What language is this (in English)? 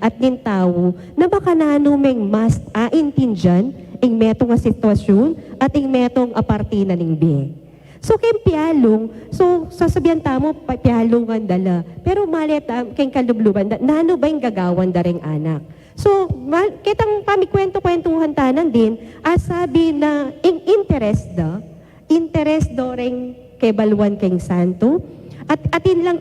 Pampanga